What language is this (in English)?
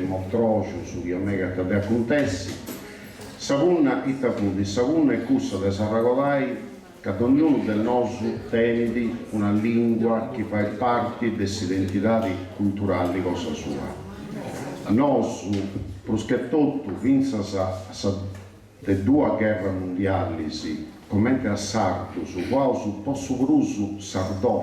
Sardinian